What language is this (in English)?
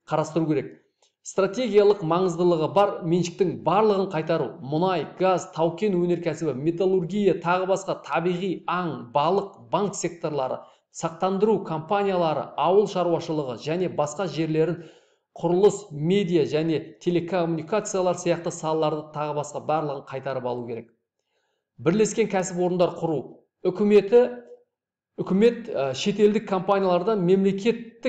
Kazakh